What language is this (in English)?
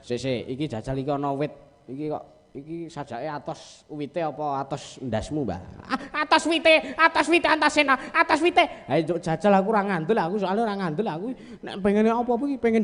Javanese